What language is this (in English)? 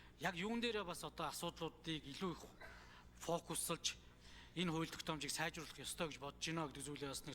Mongolian